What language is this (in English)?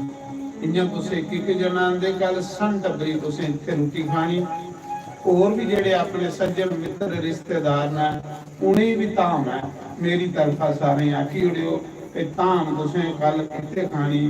Dogri